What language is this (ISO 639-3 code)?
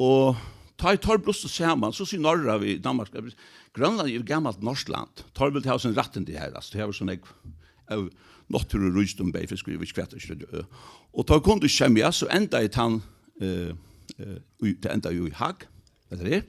fao